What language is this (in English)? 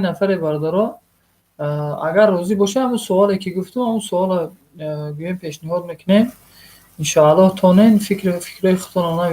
Tajik